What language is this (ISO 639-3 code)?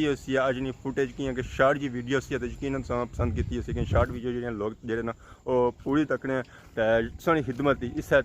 phr